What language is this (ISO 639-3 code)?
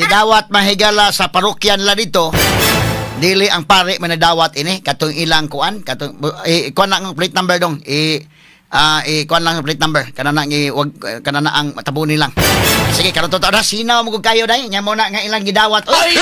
ceb